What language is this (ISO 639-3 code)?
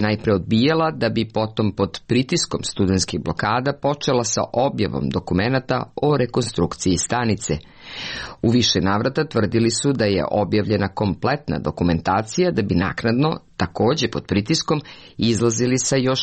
srp